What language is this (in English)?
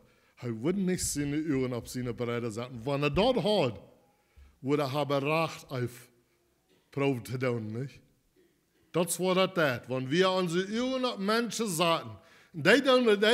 Plautdietsch